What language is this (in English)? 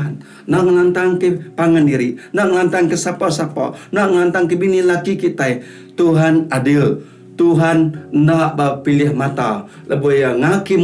Iban